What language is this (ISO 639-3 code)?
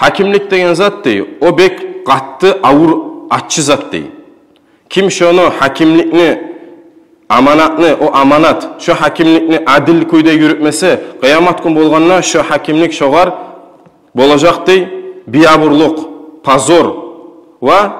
kum